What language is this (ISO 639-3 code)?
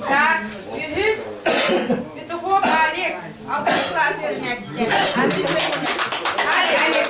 sah